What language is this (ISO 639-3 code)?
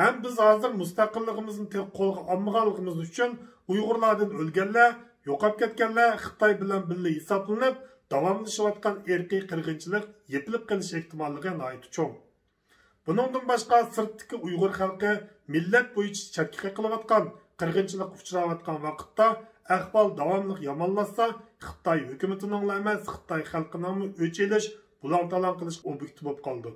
uig